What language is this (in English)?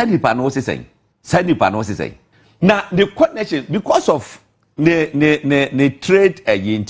Akan